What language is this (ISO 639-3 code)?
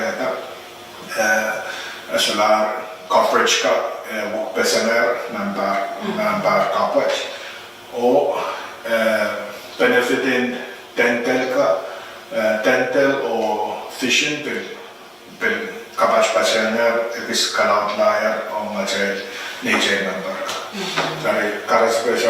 pon